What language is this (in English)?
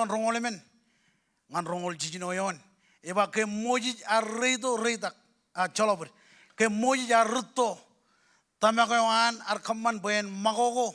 Marshallese